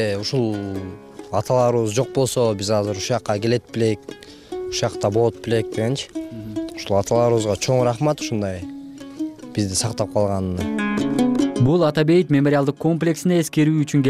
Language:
Kyrgyz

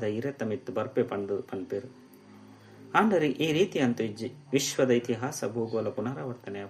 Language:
Tulu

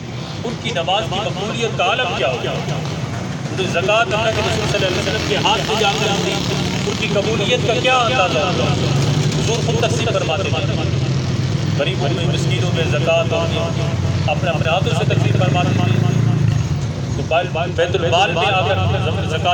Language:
Urdu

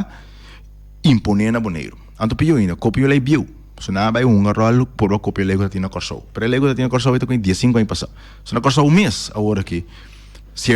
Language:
Papiamento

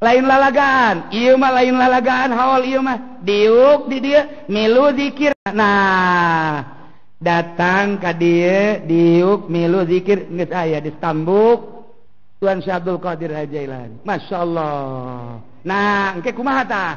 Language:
Sundanese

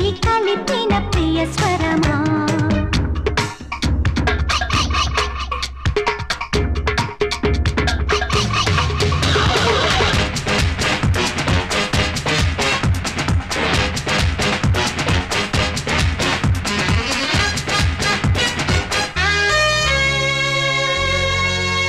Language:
Telugu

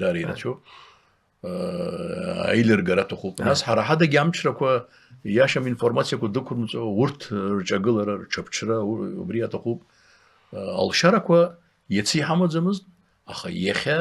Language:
Abkhazian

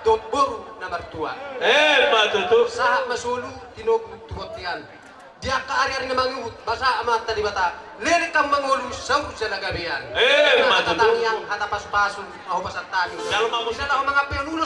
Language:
Batak Toba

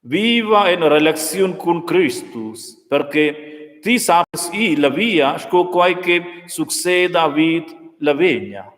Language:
Romansh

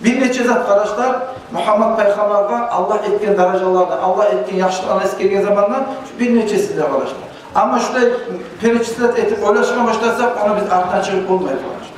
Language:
Kumyk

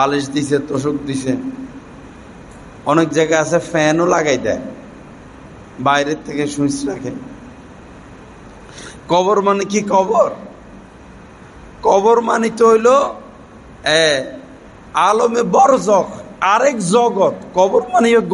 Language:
Bangla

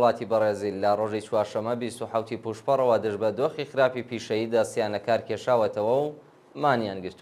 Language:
Central Kurdish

